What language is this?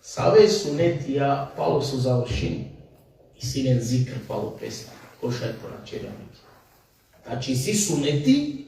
Balkan Romani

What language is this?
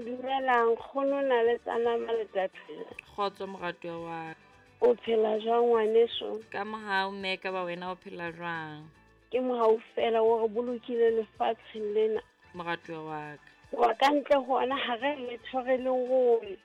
Southern Sotho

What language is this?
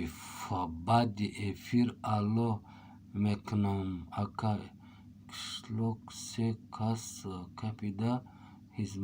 Tajik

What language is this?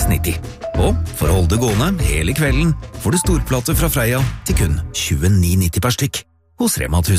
Norwegian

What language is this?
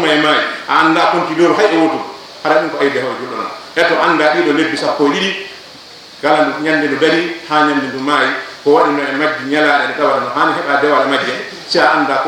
Fula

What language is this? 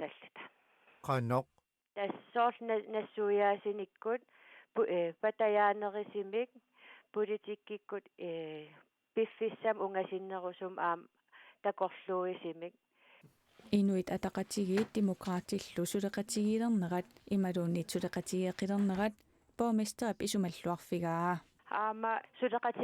Kalaallisut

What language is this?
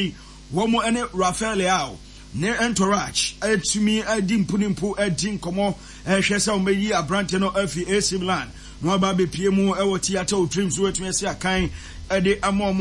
Akan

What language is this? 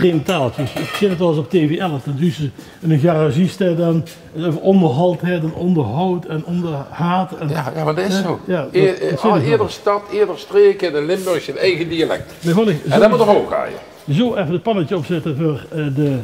Limburgish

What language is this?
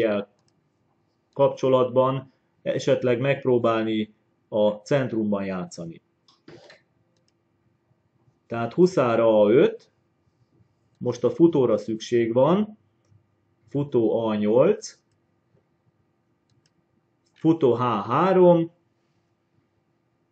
Hungarian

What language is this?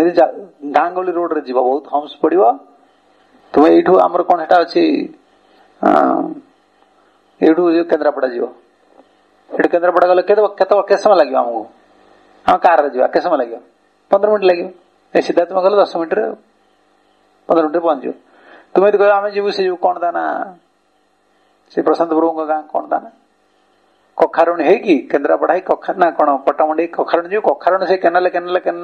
Odia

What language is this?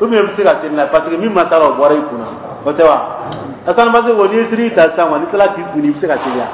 Dyula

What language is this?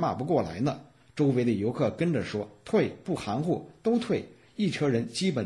Chinese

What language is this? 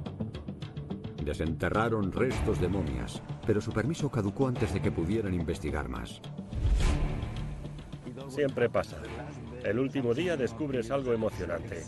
Spanish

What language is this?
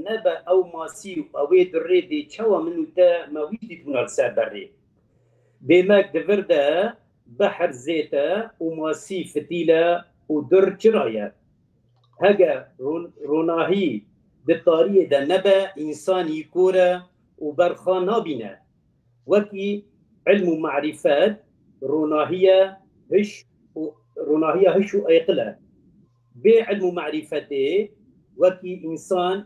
Kurdish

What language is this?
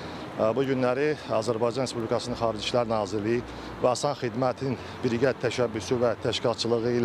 Azerbaijani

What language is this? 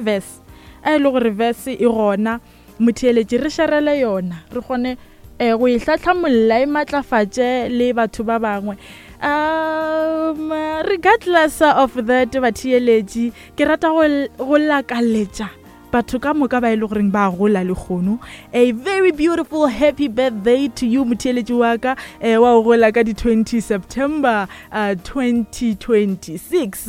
Northern Sotho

